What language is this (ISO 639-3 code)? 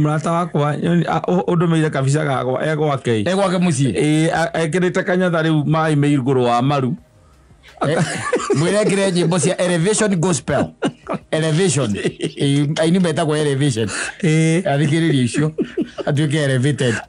kik